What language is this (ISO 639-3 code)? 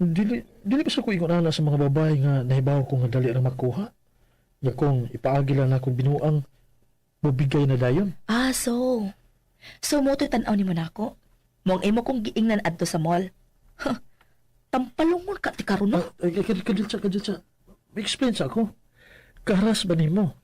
ceb